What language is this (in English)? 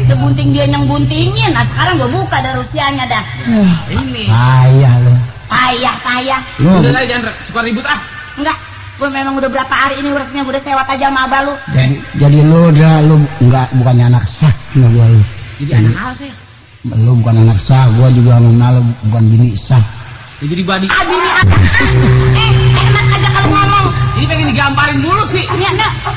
Betawi